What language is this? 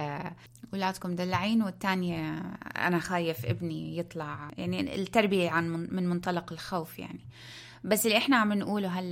North Levantine Arabic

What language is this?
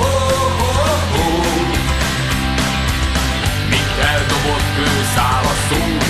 Hungarian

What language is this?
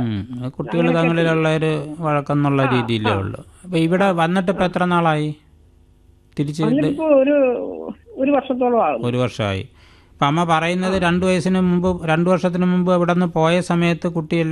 Malayalam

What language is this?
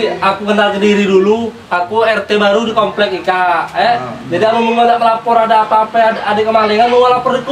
Musi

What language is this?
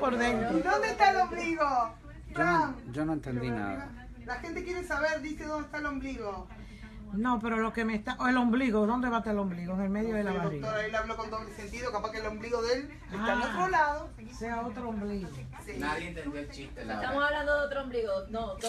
Spanish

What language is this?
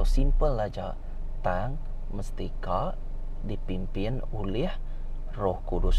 Iban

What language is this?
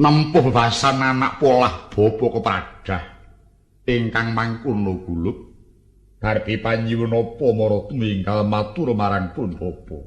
Javanese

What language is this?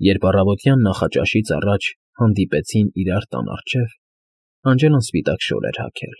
Armenian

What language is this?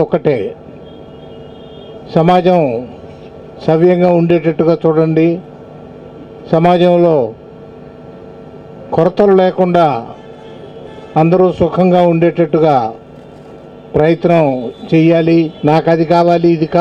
Telugu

